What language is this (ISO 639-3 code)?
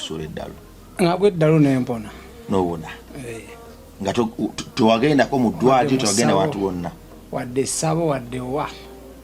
lug